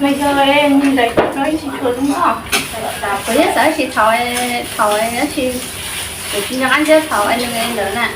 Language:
Hmong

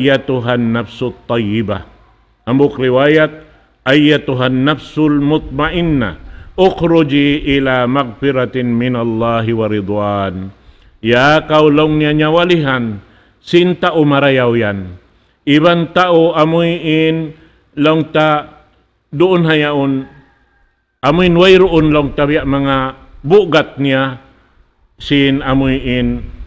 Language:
Tausug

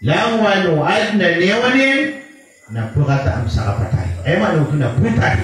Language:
Maranao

